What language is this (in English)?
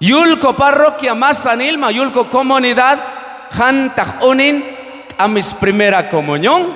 Q'anjob'al